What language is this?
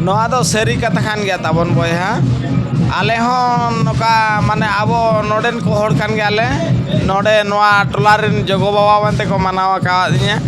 Santali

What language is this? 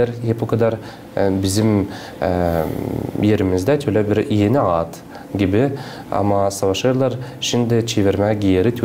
Gagauz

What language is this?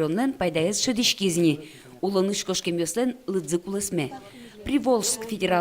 Udmurt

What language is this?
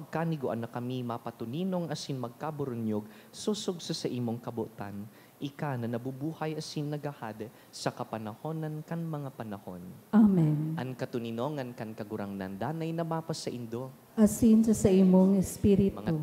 Bikol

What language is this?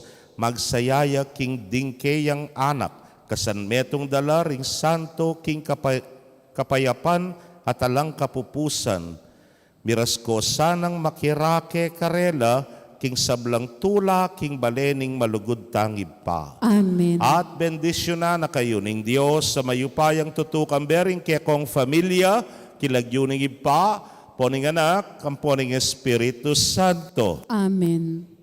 Pampanga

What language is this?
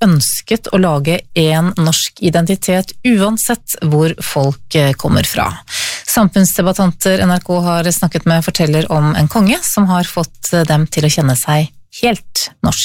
Norwegian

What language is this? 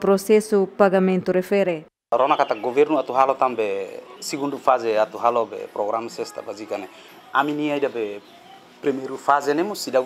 Tetum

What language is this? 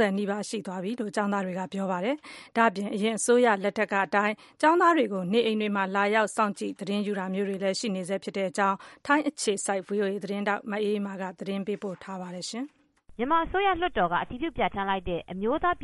Burmese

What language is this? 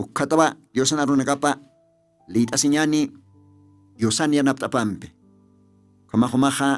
Aymara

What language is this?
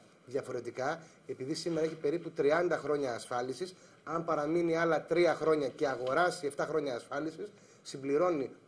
Greek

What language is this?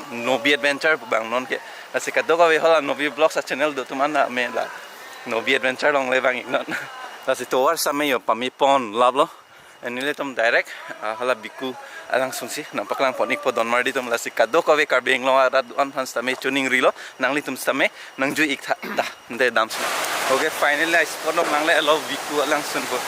Karbi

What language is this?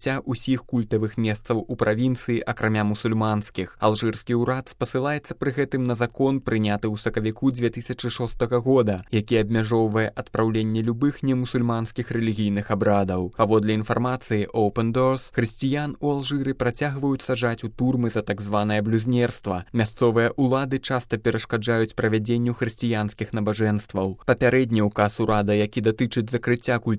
Belarusian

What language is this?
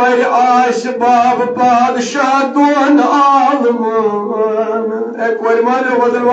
Kashmiri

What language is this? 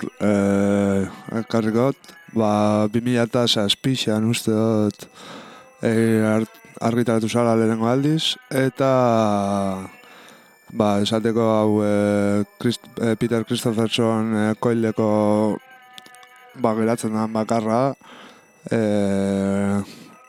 Basque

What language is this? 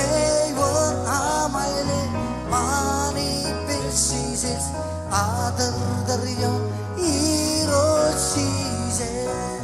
Marshallese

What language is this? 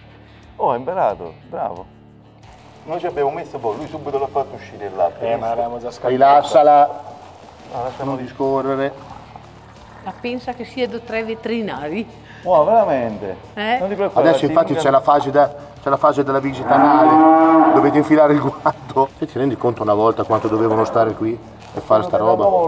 Italian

